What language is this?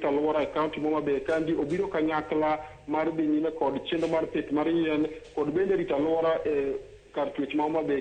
Luo (Kenya and Tanzania)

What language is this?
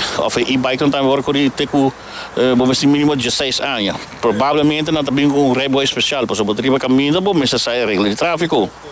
Papiamento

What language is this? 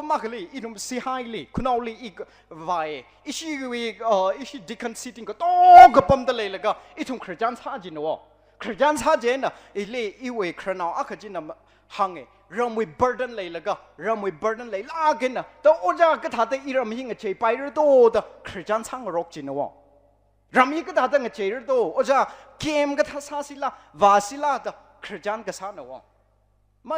Tangkhul Naga (India)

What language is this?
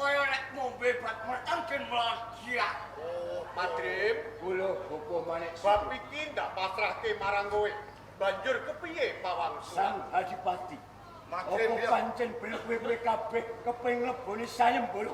Javanese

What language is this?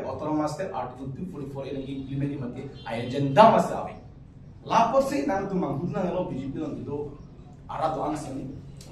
Karbi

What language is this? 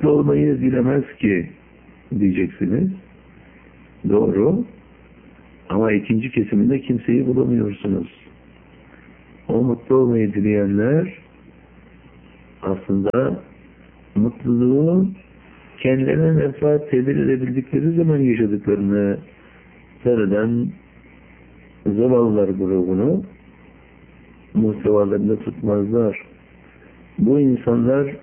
Turkish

